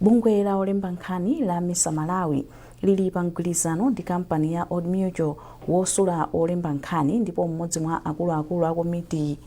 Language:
Nyanja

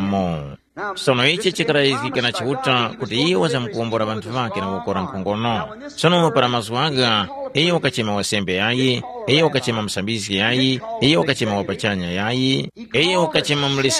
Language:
Tumbuka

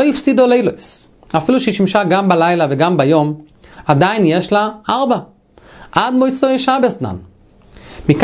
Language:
Hebrew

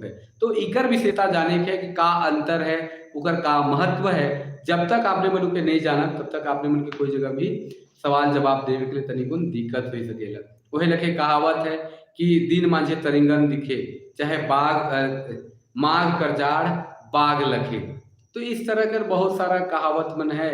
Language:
Sadri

